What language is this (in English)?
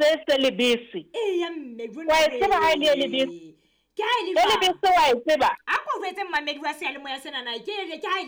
Southern Sotho